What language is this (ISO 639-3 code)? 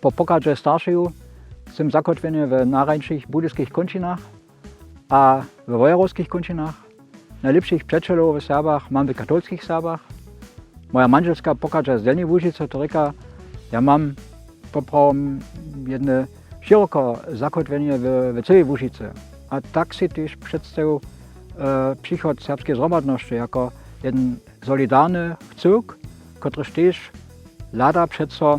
hsb